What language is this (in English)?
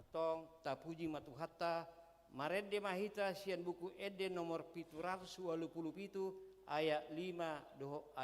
Batak Toba